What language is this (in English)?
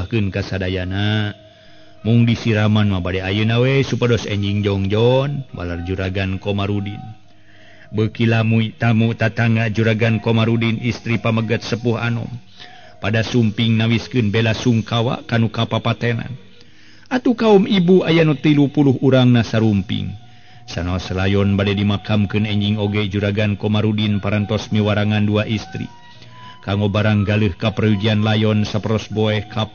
Sundanese